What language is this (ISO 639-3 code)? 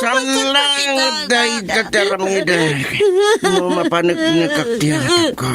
ilo